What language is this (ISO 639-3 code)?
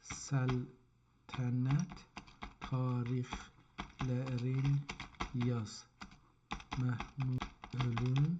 azb